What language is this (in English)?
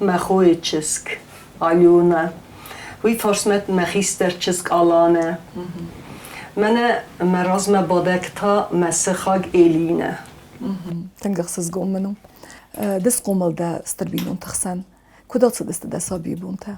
Ossetic